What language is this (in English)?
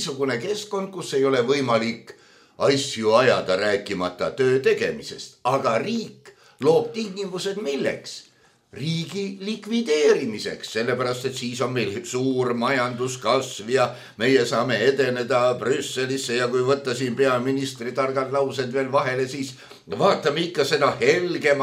Estonian